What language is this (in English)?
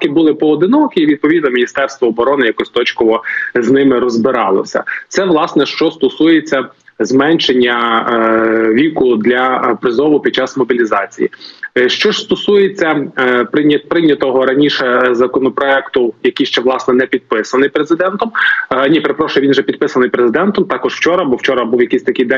Ukrainian